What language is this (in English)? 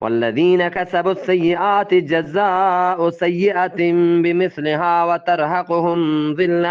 Eastern Balochi